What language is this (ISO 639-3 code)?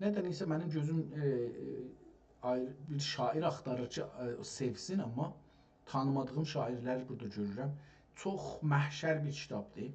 azb